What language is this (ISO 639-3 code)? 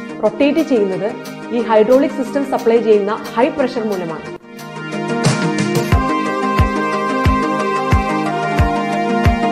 mal